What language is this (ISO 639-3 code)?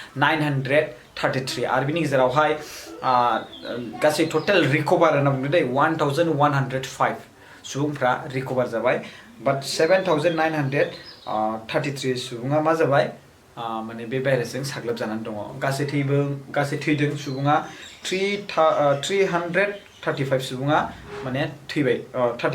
brx